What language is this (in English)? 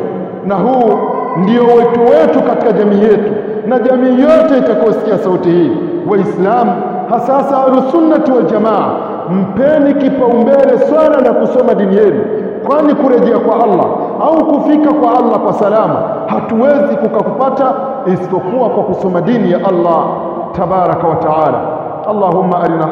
Swahili